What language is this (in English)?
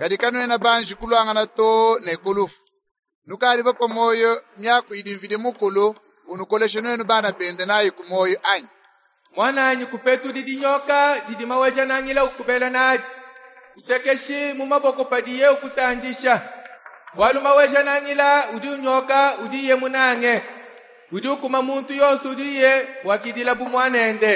Luba-Lulua